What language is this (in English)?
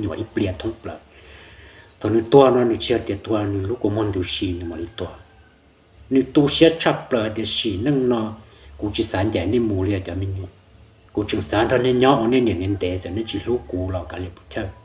Hmong